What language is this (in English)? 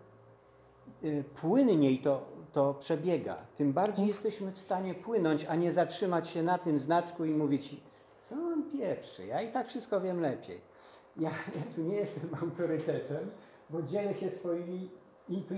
Polish